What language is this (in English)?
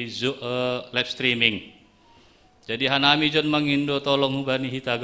Batak Simalungun